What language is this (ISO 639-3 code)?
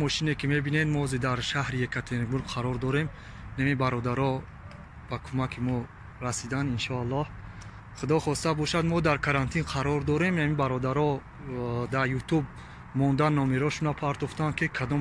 tgk